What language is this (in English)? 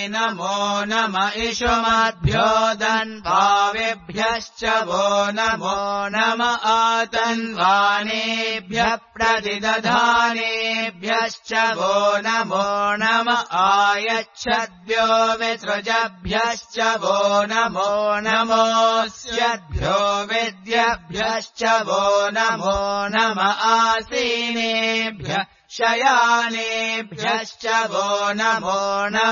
Sanskrit